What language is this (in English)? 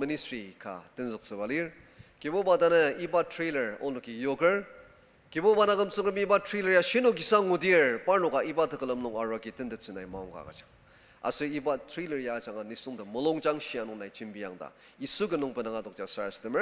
Ao Naga